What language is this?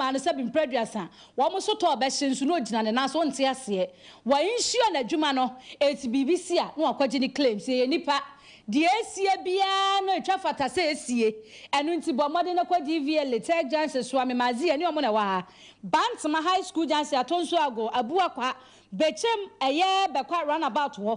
Akan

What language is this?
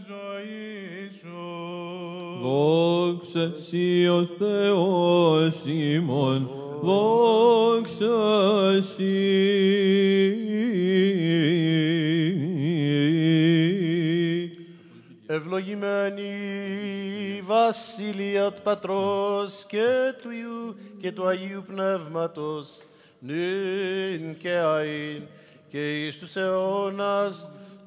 Greek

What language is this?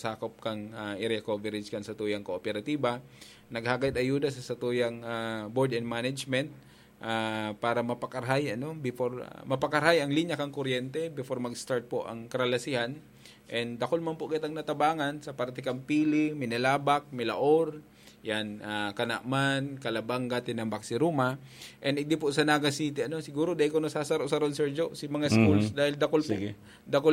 Bikol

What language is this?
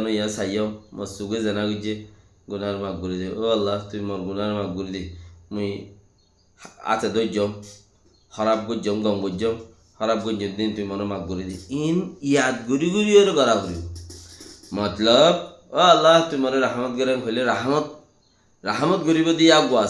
Rohingya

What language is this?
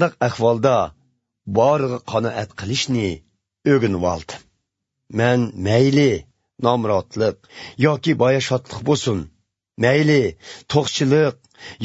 Uyghur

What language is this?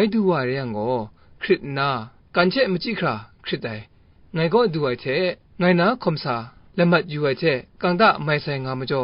Kachin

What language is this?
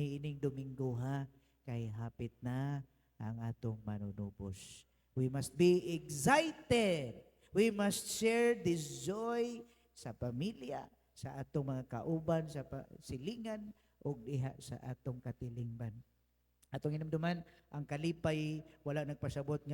Cebuano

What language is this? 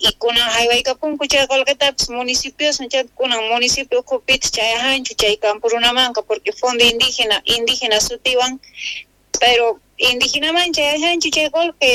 South Bolivian Quechua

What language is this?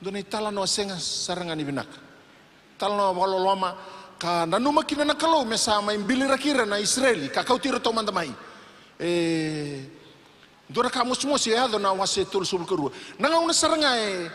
Fijian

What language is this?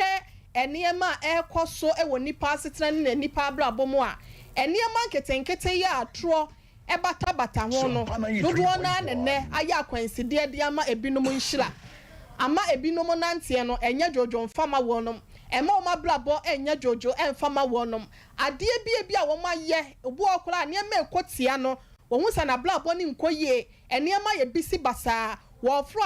Akan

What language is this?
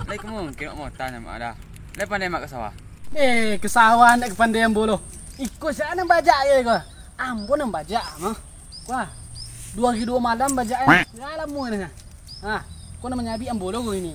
Minangkabau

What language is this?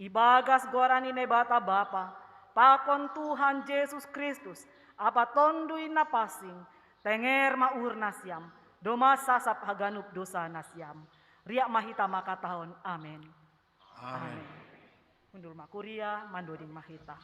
Batak Simalungun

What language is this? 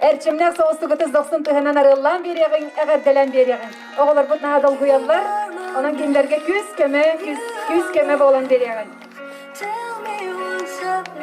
Yakut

